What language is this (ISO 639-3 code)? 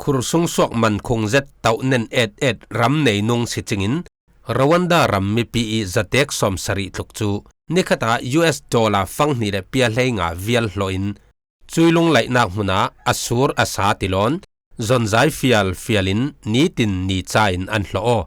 cfm